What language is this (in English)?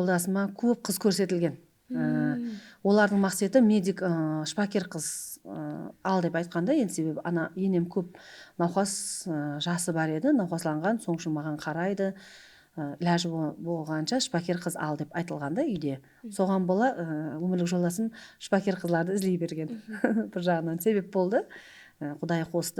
Kara-Kalpak